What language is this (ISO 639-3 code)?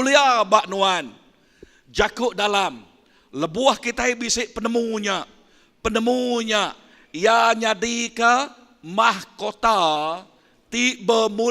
iba